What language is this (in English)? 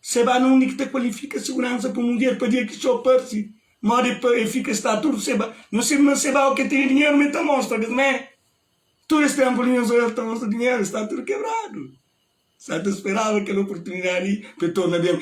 Kabuverdianu